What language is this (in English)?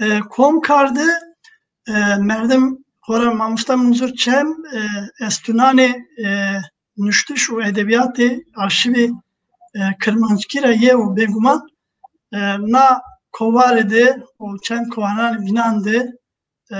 Zaza